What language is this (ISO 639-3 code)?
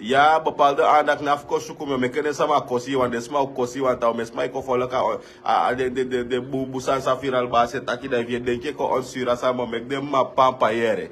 srn